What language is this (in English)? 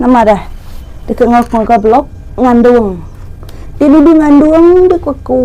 Iban